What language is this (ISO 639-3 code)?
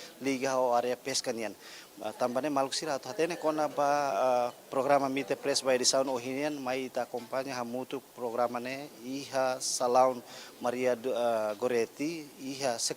tet